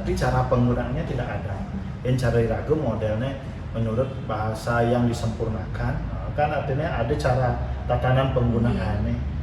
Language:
Balinese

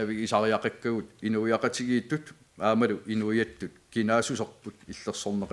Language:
Kalaallisut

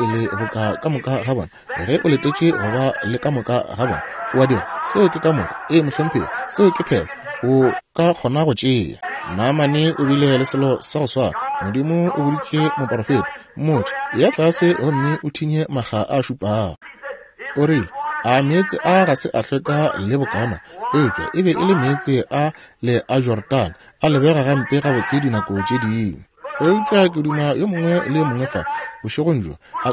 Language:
Northern Sotho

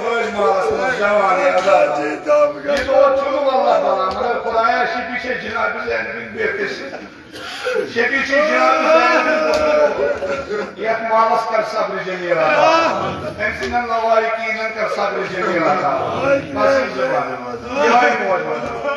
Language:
Kashmiri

